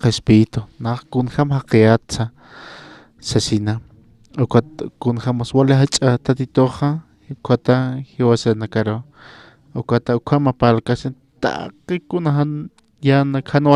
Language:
Aymara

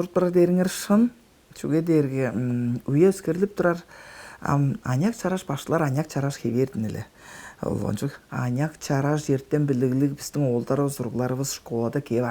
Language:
Tuvinian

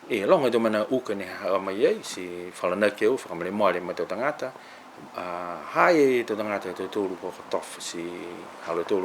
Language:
Niuean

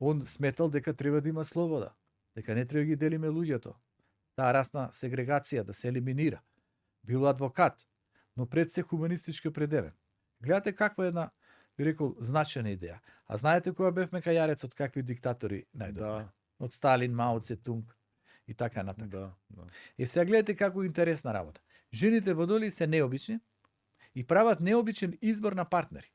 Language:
Macedonian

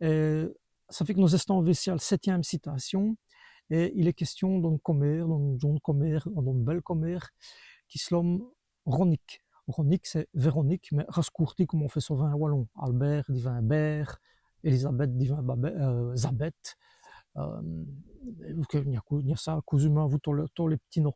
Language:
Walloon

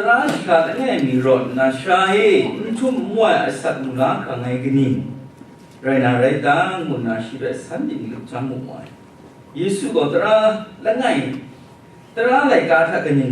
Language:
Kachin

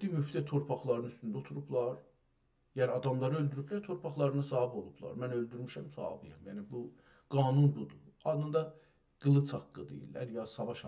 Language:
South Azerbaijani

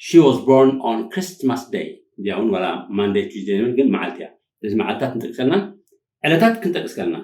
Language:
Tigrinya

